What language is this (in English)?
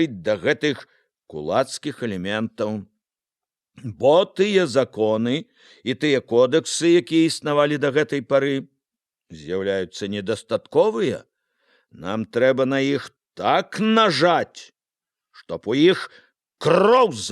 Belarusian